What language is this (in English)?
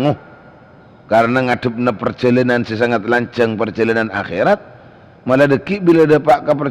Madurese